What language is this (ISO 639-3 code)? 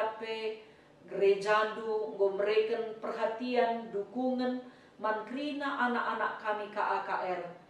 btx